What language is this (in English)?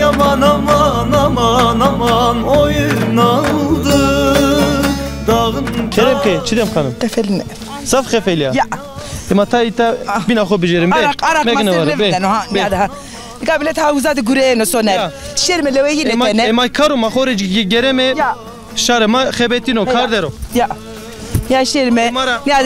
Zaza